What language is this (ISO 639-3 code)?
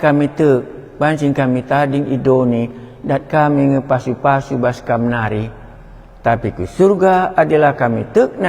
btx